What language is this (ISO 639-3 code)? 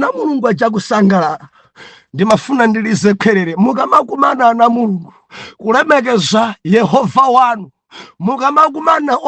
nya